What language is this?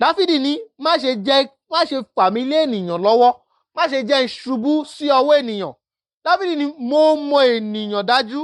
Yoruba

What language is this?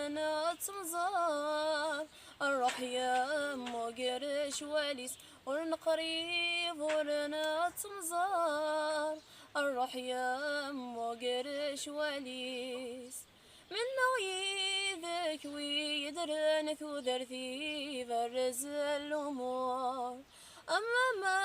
Kabyle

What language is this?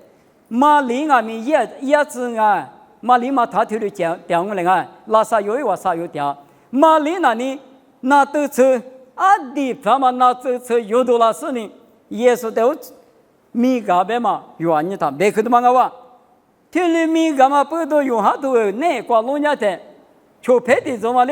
Lisu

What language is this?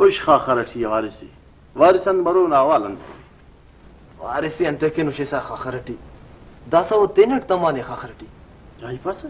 Brahui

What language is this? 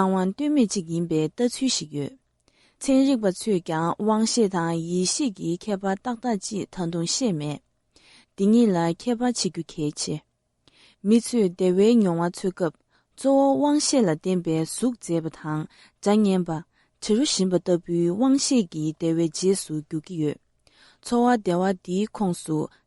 Tibetan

